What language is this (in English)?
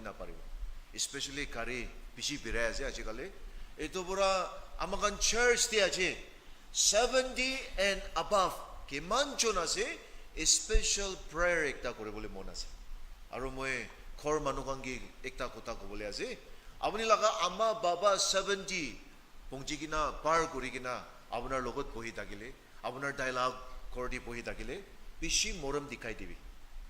Naga Pidgin